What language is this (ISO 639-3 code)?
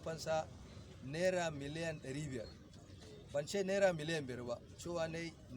hau